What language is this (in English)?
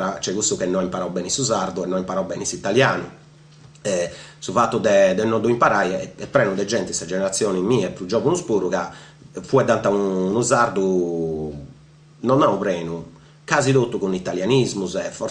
Sardinian